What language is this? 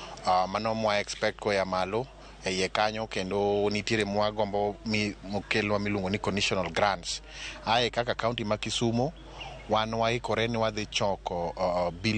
Luo (Kenya and Tanzania)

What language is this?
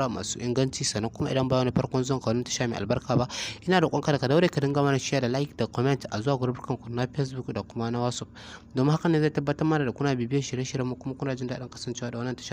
Hausa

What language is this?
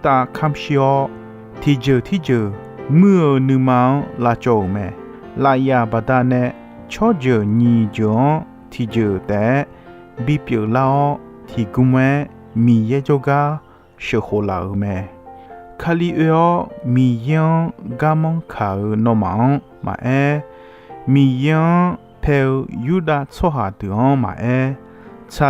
Akha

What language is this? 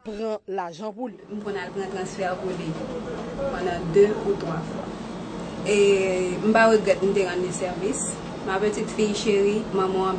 Haitian Creole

